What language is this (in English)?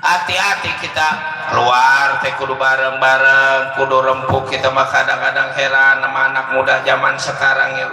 Betawi